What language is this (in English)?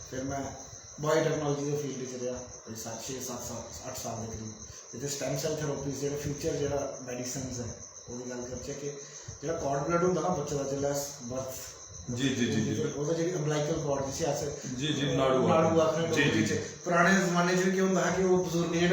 Dogri